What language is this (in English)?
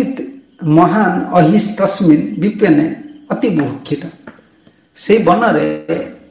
Odia